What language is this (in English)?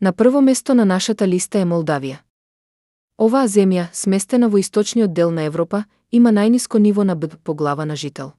Macedonian